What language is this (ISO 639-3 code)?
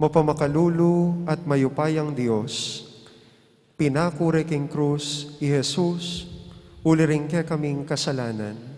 pam